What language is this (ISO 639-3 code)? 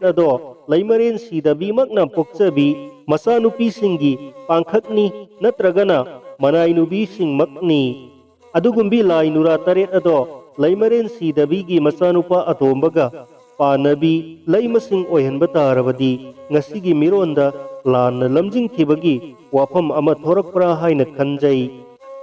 mni